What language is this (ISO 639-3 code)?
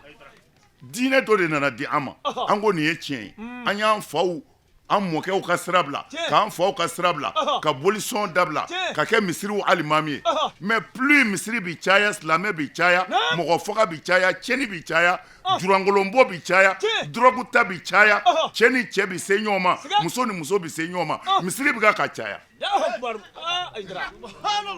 bam